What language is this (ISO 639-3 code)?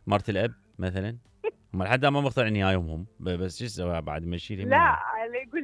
acm